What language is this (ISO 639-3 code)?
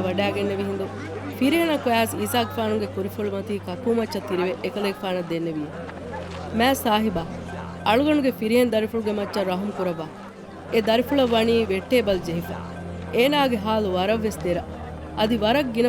div